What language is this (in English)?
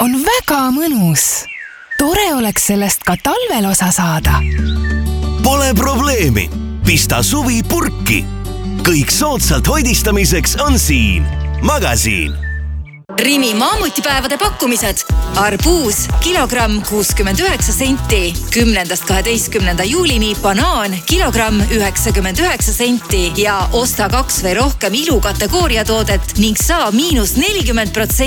Estonian